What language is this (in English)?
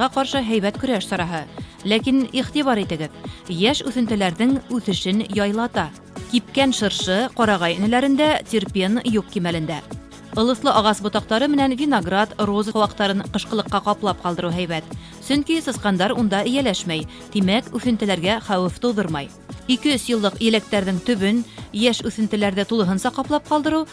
Bashkir